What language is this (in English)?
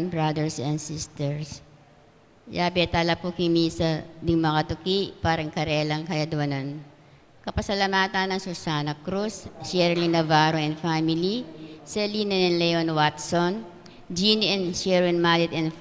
Pampanga